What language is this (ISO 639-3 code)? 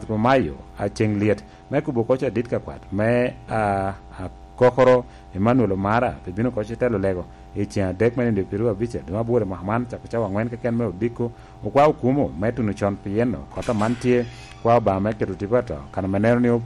laj